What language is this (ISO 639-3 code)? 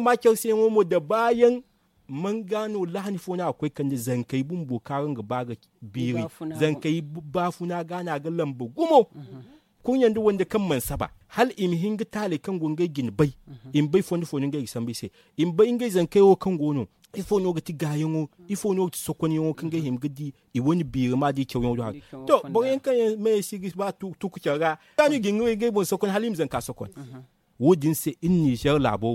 dje